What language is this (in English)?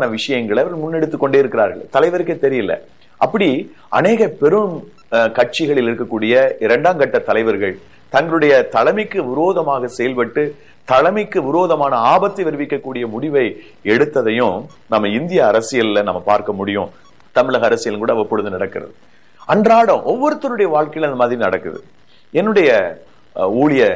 Tamil